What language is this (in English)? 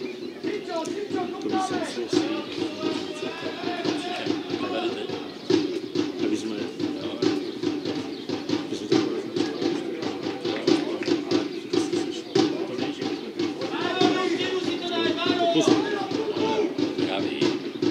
Czech